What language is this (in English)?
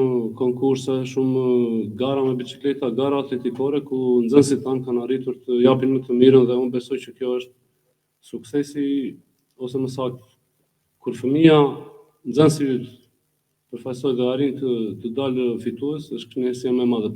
Albanian